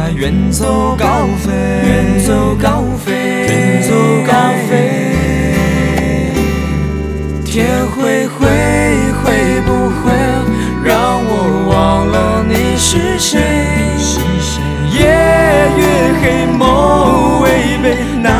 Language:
Chinese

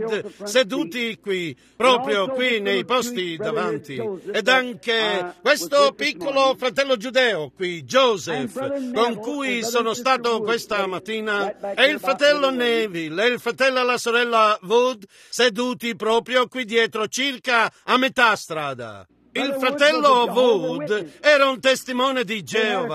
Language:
Italian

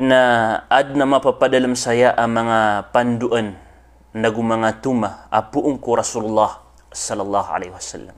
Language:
Maranao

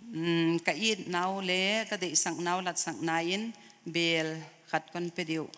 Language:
Paite Chin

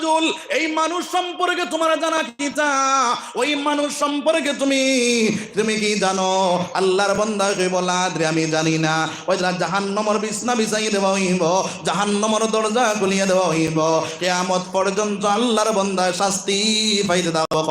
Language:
Sylheti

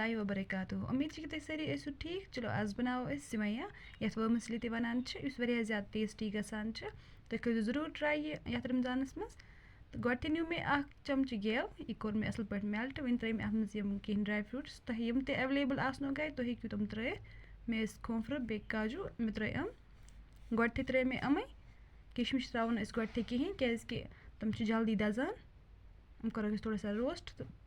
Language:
Kashmiri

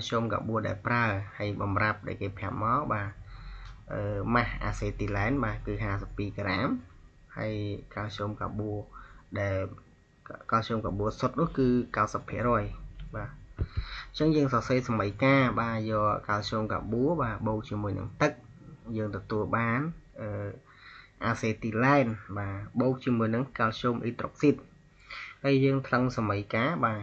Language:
Khmer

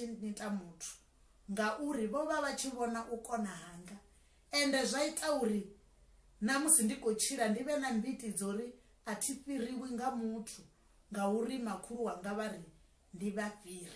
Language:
Venda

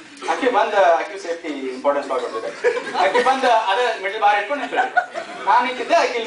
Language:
Kannada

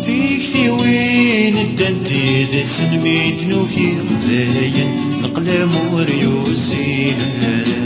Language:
Kabyle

